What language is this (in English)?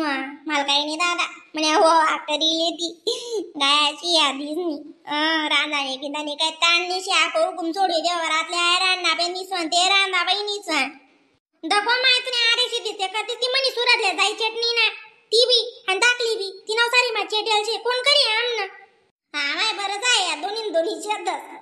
Khandesi